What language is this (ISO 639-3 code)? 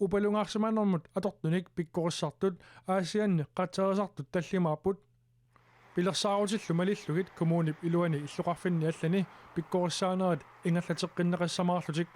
kal